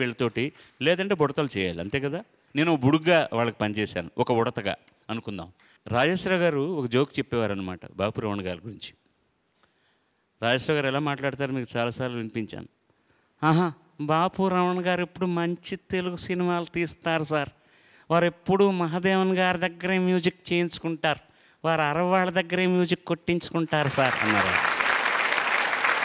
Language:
Telugu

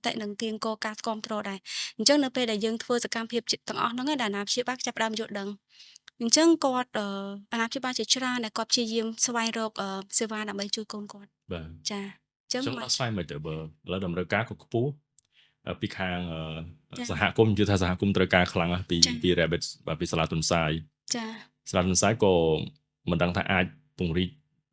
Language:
Khmer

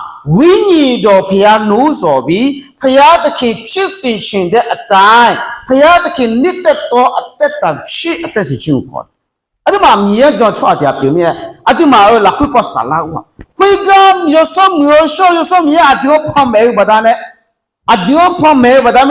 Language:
Akha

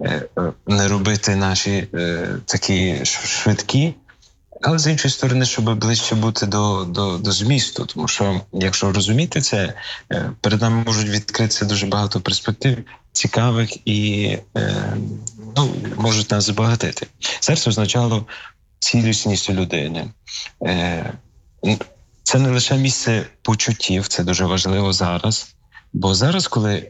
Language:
Ukrainian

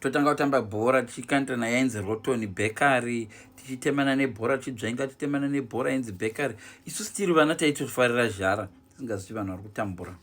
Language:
Shona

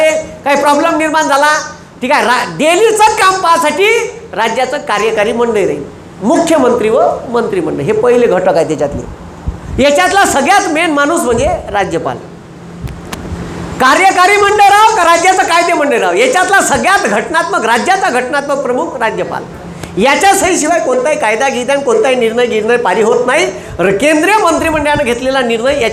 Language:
Marathi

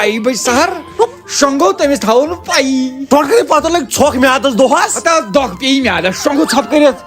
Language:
Kashmiri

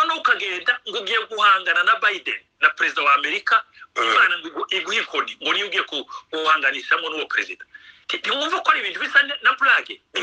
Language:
Kinyarwanda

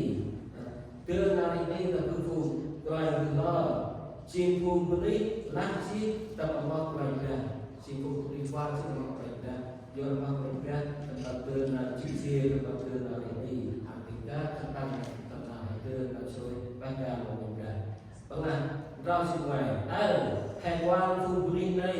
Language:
Central Mnong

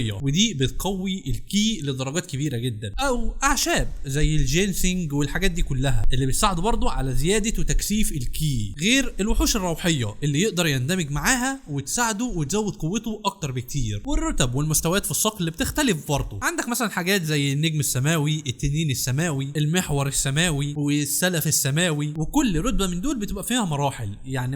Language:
Egyptian Arabic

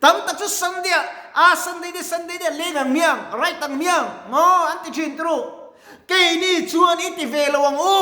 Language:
Mizo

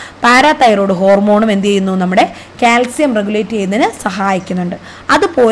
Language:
Malayalam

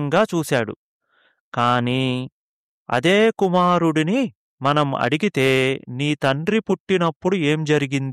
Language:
Telugu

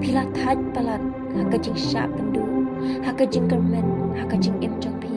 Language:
Khasi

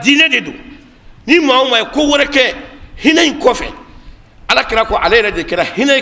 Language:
Bambara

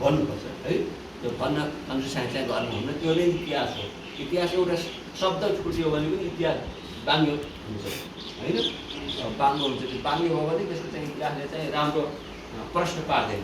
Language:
Nepali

